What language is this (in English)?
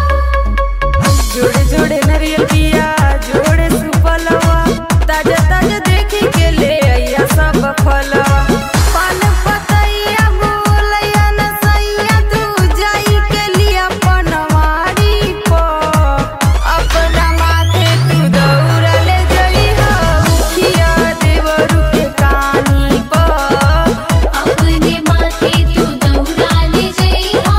Bhojpuri